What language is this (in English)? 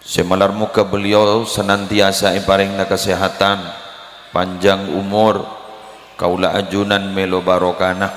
Madurese